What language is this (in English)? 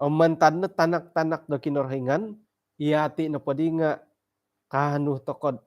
Central Dusun